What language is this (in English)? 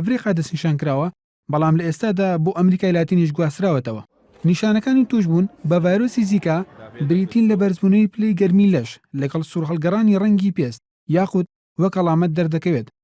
Central Kurdish